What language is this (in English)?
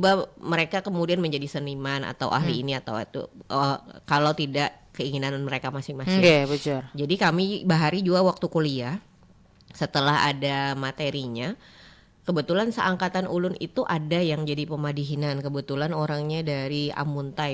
Banjar